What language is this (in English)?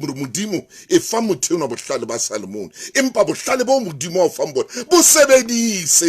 Southern Sotho